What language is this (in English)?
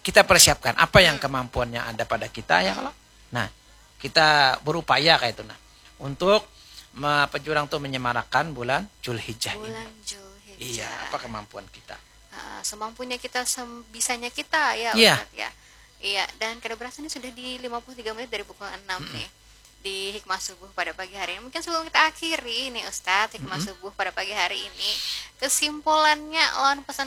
Banjar